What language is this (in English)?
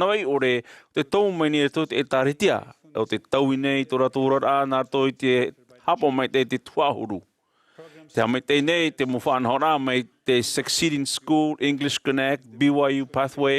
Tahitian